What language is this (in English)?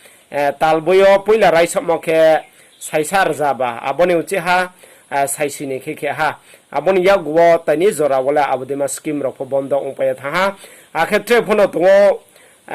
Riang (India)